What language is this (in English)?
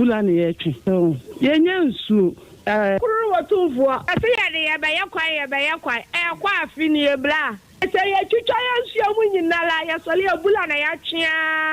Akan